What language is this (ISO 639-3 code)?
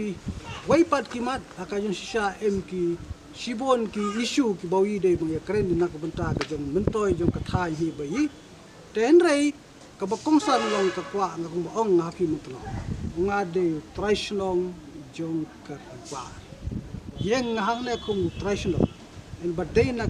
kha